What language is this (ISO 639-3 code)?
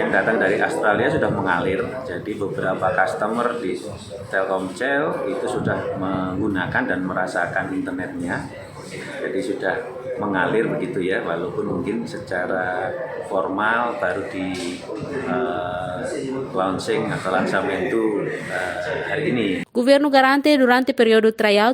tet